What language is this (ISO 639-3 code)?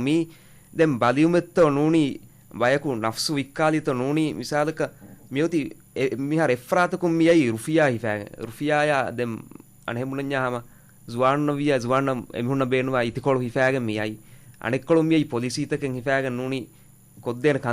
div